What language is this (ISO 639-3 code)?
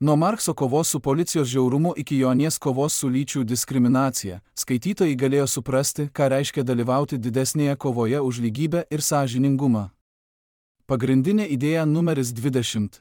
lit